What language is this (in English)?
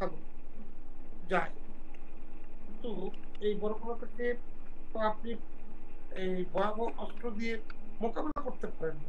Bangla